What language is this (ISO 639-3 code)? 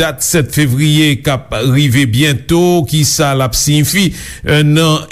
hat